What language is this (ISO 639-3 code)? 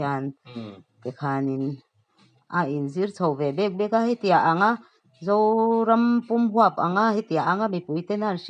lus